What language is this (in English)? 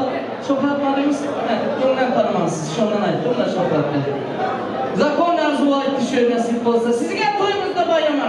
Turkmen